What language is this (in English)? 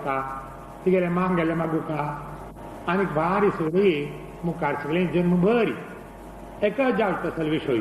Konkani